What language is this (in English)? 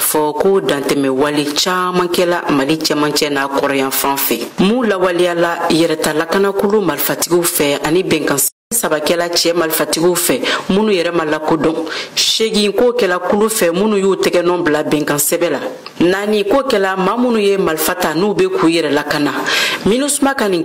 Bambara